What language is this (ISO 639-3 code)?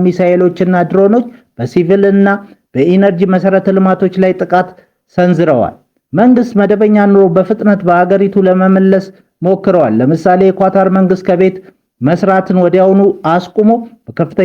amh